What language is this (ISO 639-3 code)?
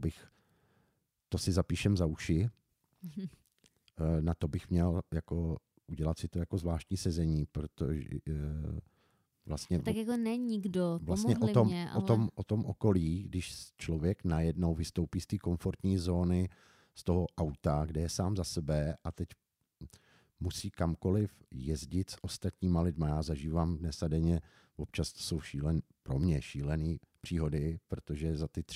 ces